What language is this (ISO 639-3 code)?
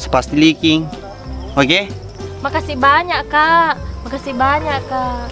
bug